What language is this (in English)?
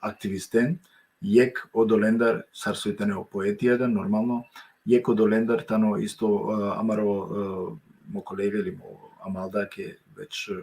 Balkan Romani